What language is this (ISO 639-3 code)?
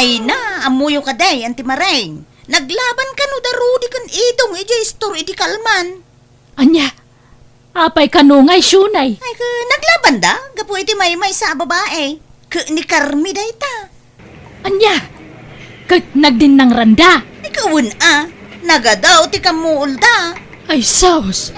ilo